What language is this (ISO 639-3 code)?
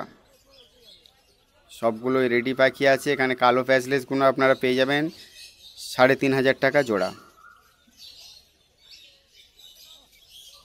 ben